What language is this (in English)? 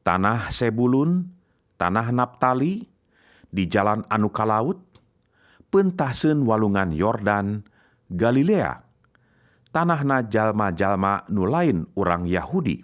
Sundanese